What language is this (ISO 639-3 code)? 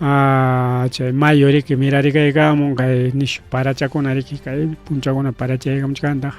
quy